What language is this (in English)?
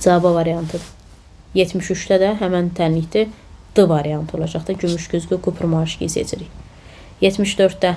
Azerbaijani